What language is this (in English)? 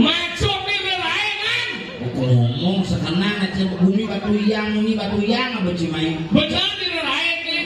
Balinese